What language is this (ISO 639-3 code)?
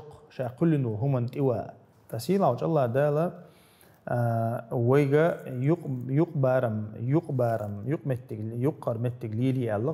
che